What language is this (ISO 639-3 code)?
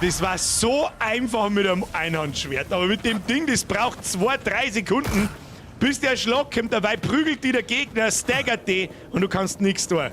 bar